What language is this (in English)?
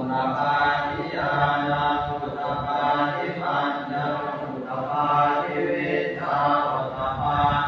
Pali